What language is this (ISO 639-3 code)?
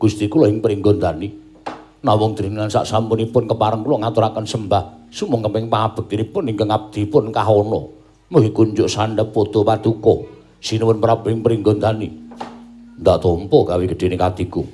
jav